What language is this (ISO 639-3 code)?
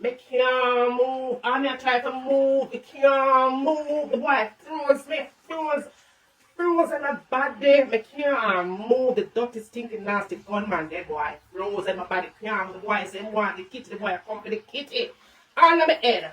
jam